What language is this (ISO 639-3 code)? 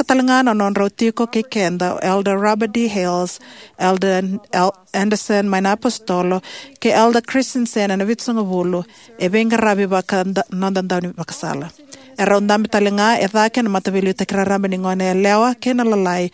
fij